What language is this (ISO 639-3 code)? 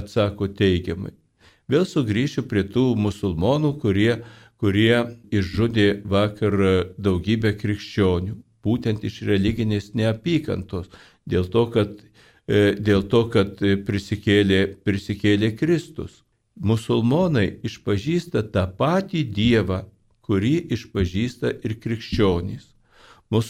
lit